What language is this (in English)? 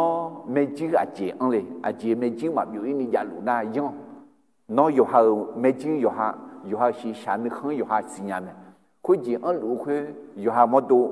Akha